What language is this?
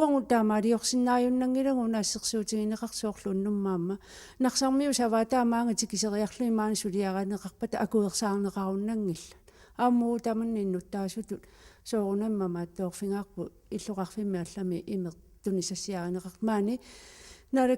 Kalaallisut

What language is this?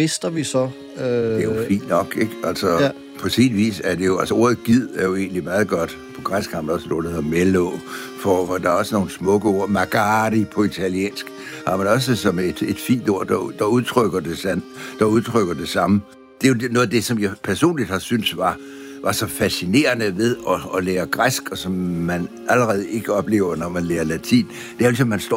Danish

